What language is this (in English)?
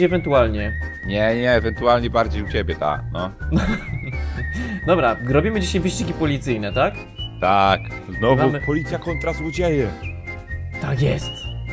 Polish